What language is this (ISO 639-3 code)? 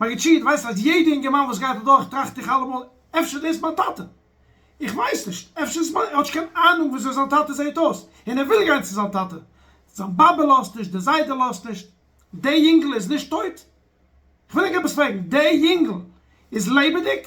yid